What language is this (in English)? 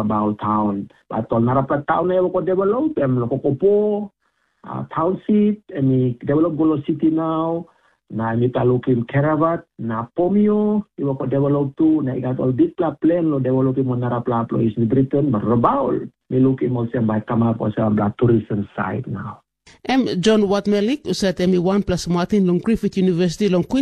Tok Pisin